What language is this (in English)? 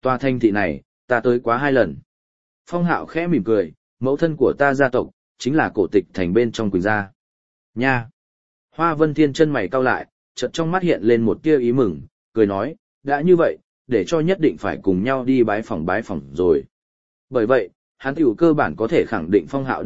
Vietnamese